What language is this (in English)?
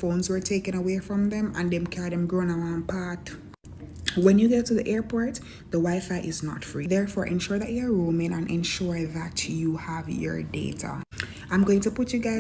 Jamaican Creole English